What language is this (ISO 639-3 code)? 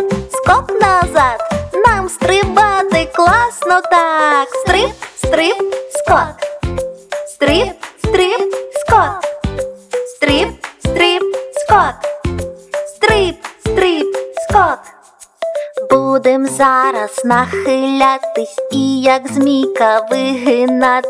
ukr